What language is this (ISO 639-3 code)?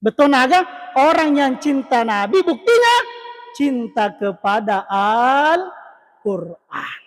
bug